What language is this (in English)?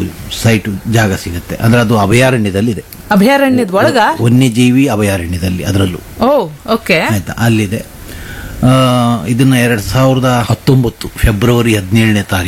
Kannada